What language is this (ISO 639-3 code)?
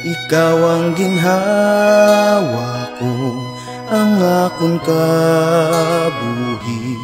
hil